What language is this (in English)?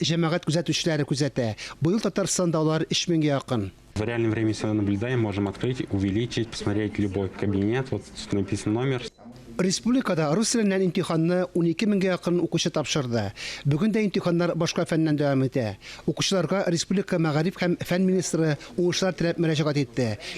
Tatar